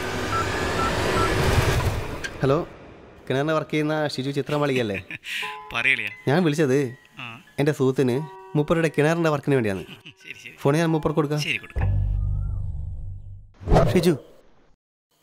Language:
Malayalam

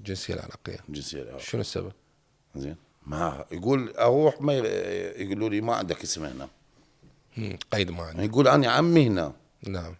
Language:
Mesopotamian Arabic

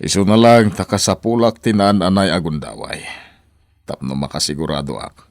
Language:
Iloko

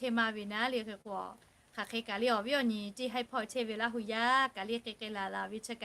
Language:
Lahu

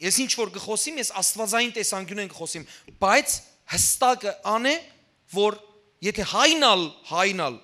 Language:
Western Armenian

